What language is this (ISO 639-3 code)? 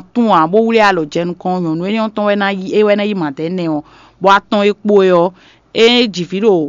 fon